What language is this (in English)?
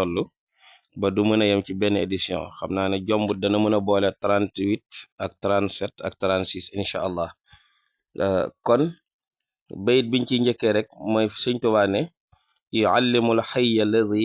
Wolof